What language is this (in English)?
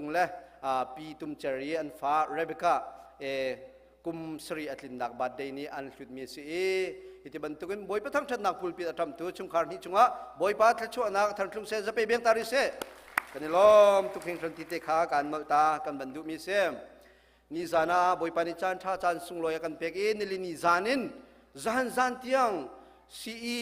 Hakha Chin